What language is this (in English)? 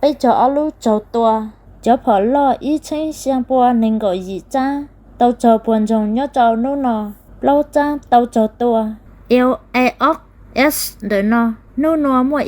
Hmong